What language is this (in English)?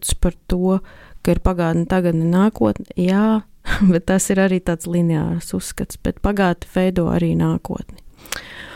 Latvian